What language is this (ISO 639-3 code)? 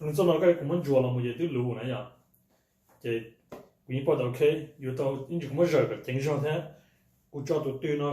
hmn